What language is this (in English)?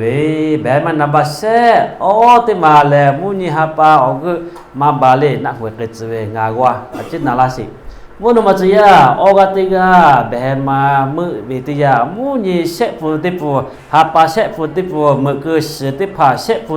Lahu